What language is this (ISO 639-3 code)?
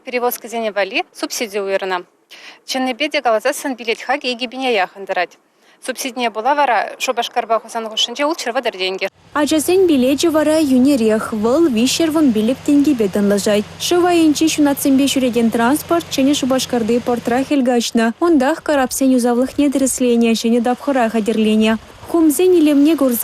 chv